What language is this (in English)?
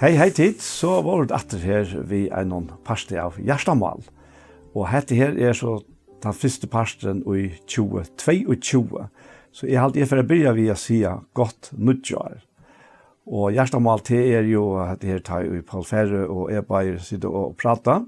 Faroese